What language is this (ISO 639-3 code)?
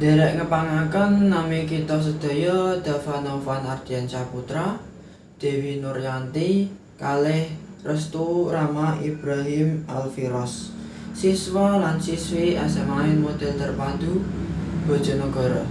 jav